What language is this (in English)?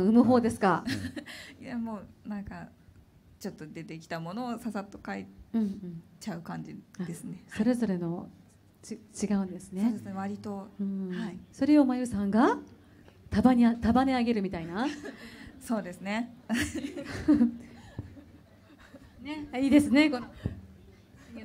Japanese